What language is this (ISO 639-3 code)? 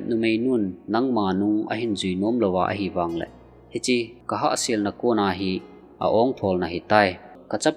tcz